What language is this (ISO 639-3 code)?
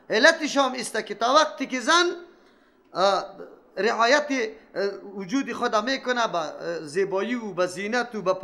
fas